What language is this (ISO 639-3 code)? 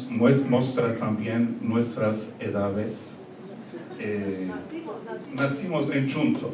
lad